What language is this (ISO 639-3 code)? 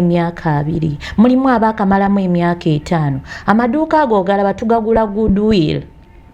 lug